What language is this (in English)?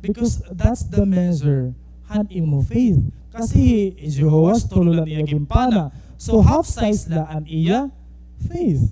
Waray